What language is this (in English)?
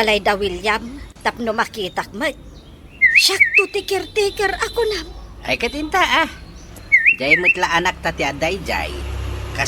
Iloko